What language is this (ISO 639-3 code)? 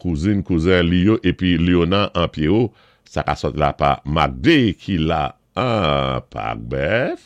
acf